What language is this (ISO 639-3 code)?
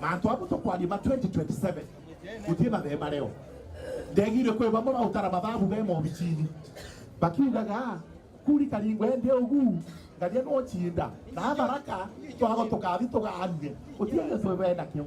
mer